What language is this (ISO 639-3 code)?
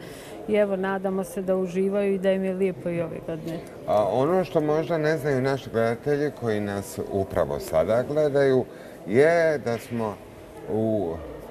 bos